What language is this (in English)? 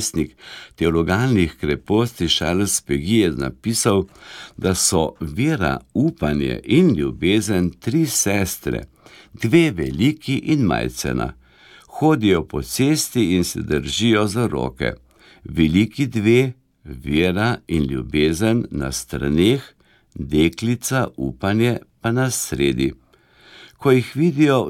Slovenian